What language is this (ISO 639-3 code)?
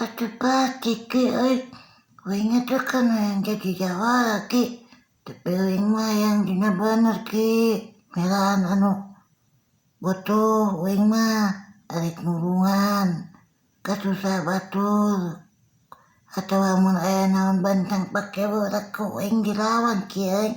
sun